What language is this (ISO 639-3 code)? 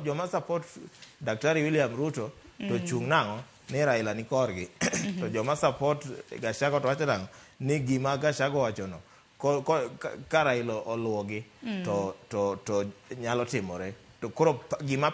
luo